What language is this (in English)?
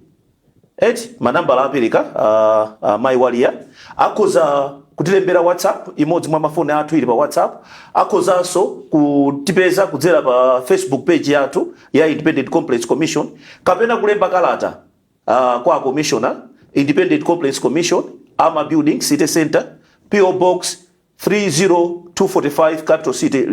Nyanja